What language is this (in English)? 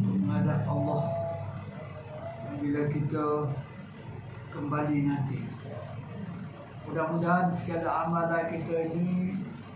Malay